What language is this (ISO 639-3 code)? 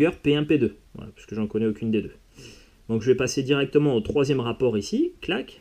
fra